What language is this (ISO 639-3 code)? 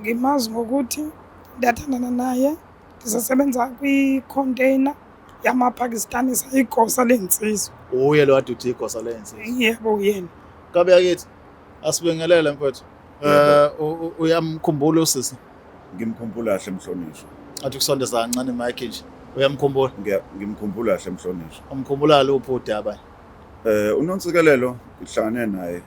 zul